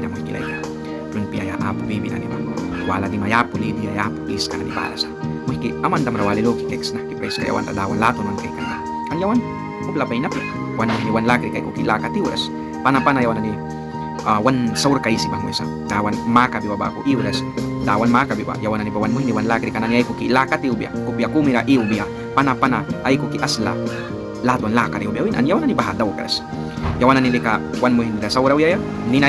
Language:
Mískito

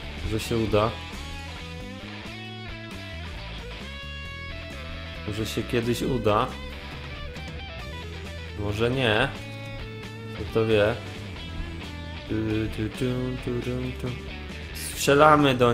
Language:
Polish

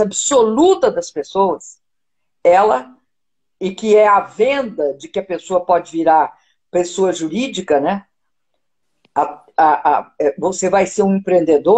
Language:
Portuguese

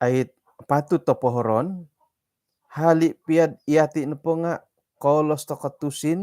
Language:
Central Dusun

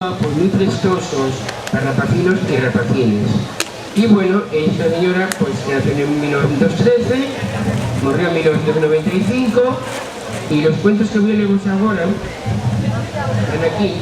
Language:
Asturian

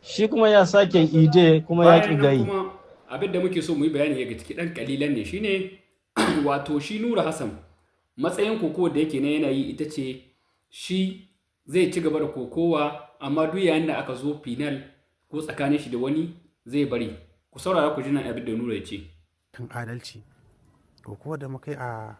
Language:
Hausa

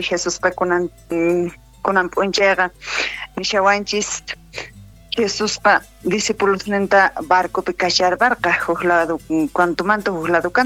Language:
South Bolivian Quechua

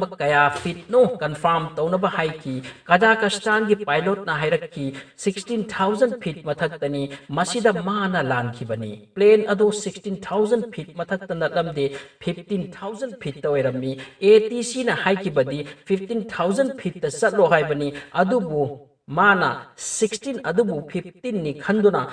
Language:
Manipuri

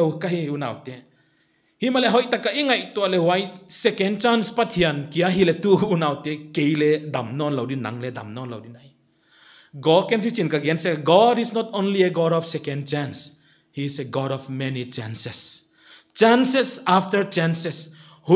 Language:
Paite Chin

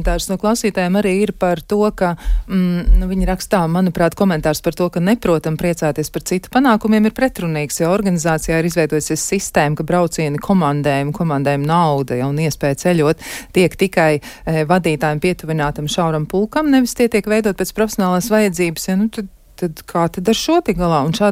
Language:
Latvian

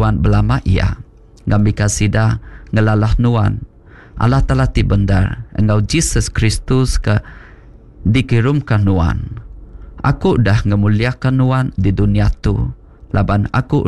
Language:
Iban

